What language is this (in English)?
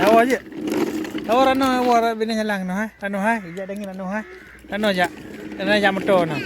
Achinese